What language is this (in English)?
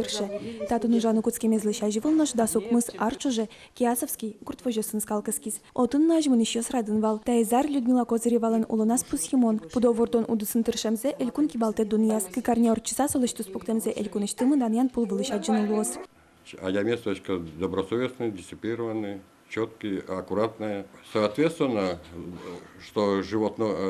Udmurt